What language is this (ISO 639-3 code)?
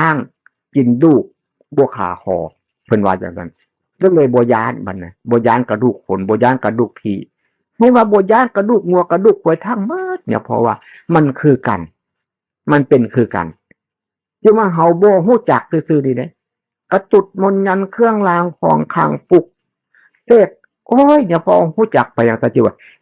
tts